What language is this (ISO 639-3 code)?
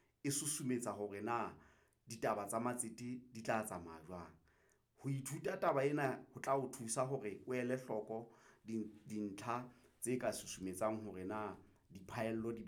sot